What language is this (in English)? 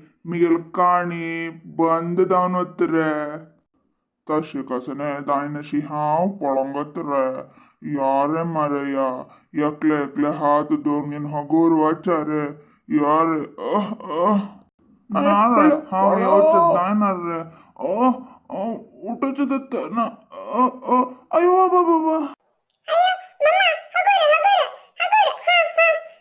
Konkani